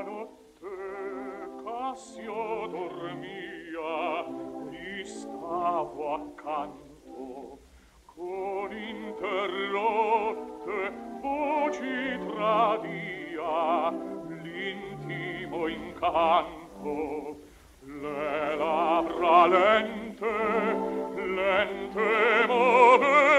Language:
Italian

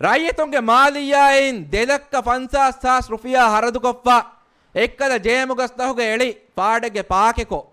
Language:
Divehi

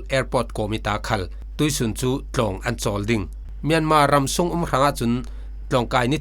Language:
Falam Chin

